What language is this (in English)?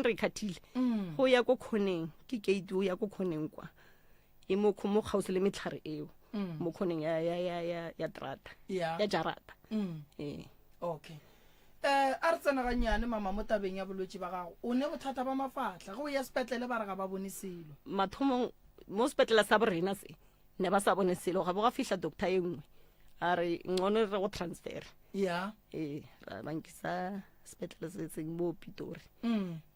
Northern Sotho